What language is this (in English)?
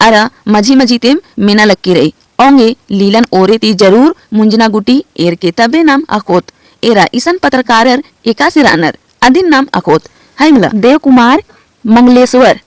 Kurukh